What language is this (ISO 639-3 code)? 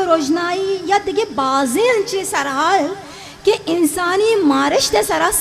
bgp